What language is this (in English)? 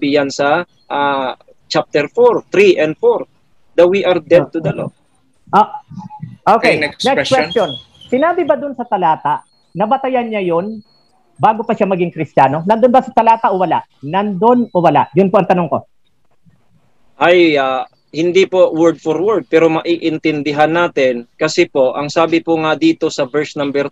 Filipino